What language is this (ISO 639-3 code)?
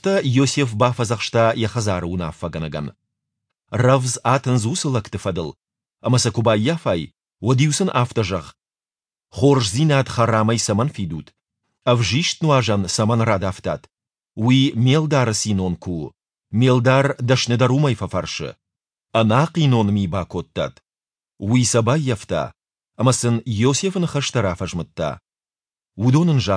oss